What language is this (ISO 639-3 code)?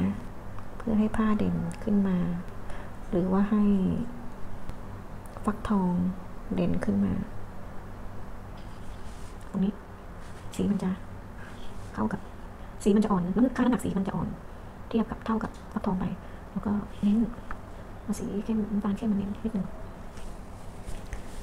tha